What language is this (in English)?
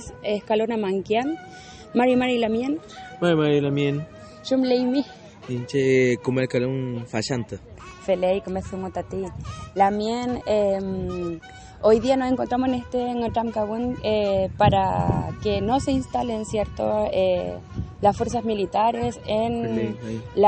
Mapuche